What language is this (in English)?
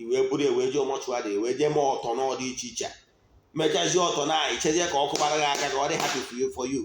Igbo